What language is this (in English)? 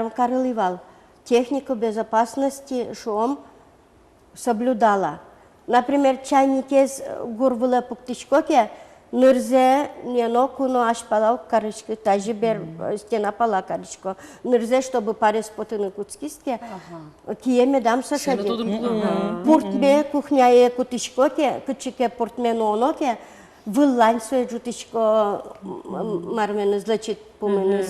Udmurt